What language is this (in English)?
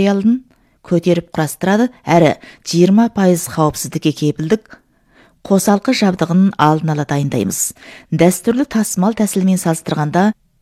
Kazakh